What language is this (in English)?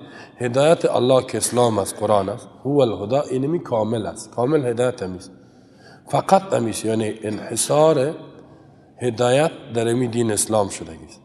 Persian